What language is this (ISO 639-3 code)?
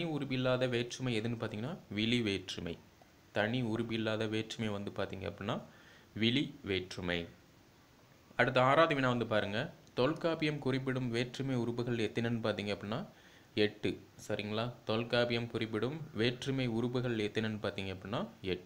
tam